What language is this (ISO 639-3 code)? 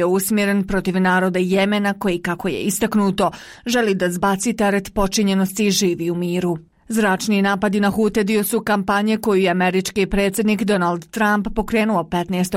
bos